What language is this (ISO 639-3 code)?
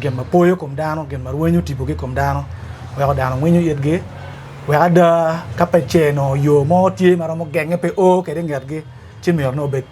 ach